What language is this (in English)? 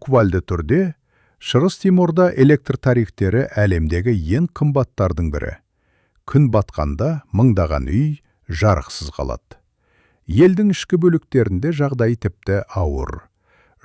Kazakh